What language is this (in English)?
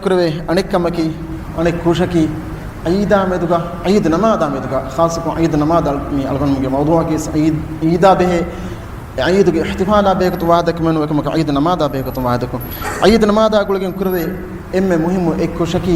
Divehi